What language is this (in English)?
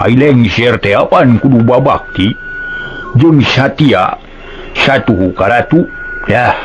Sundanese